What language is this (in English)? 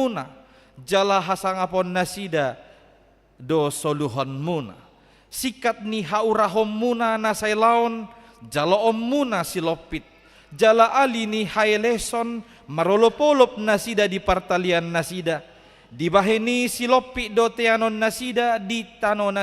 Batak Toba